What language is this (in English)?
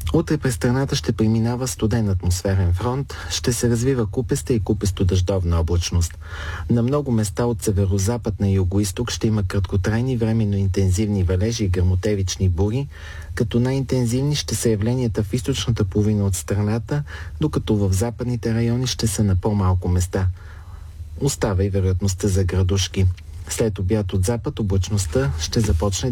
Bulgarian